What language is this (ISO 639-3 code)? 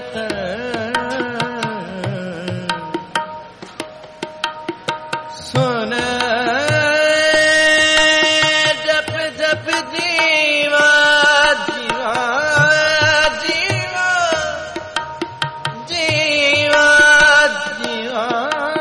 hin